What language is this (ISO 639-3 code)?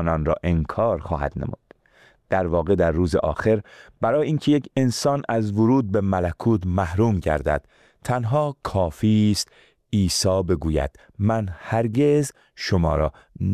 fas